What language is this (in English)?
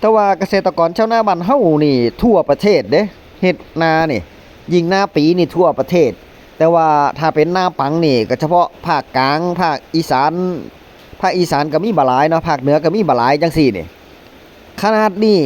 Northeastern Thai